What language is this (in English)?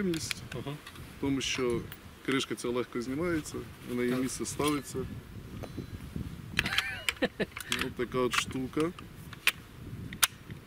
Ukrainian